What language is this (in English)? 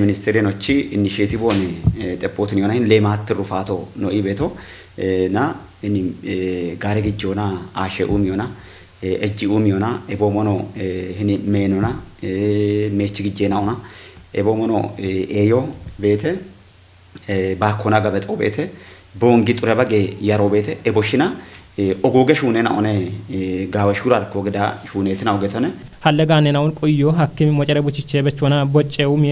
Kafa